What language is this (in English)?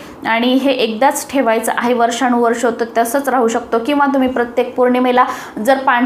Marathi